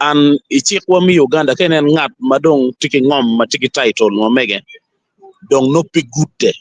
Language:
Acoli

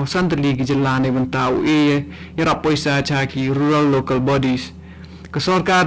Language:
Khasi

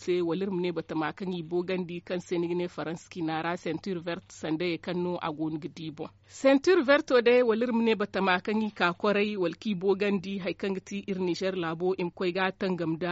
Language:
Zarma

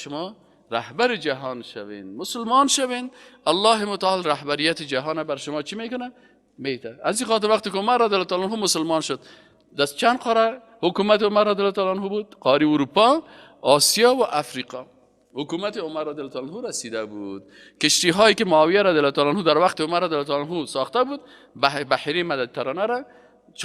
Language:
Persian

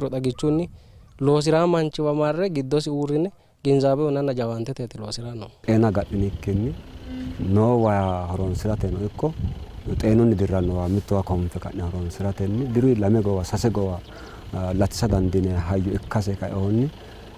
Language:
Sidamo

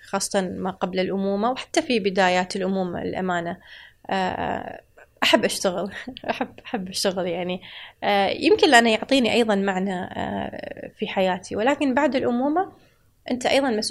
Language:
Gulf Arabic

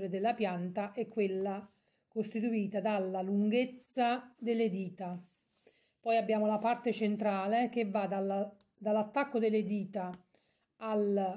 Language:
Italian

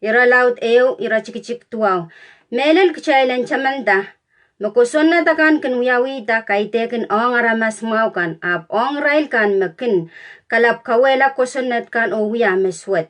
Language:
Pohnpeian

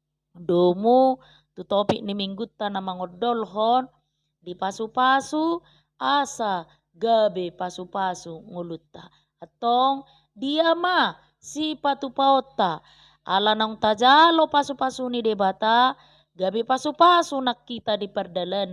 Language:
Batak Toba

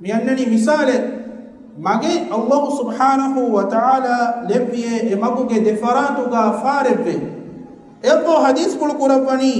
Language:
Divehi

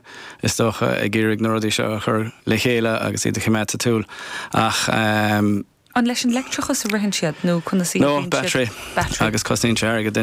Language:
Irish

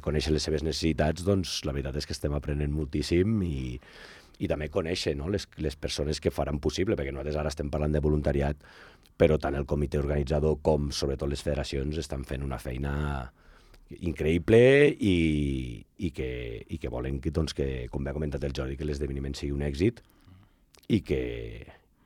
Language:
Catalan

